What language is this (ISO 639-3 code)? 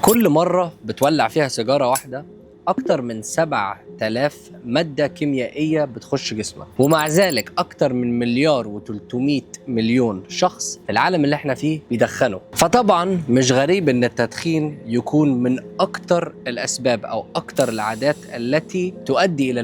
arz